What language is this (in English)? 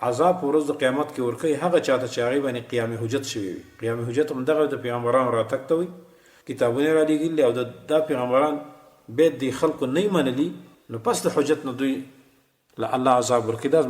Pashto